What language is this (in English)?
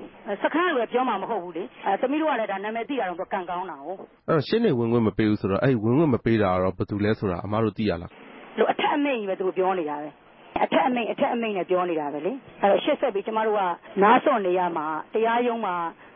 Burmese